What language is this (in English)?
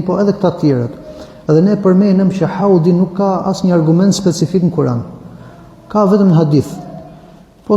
Albanian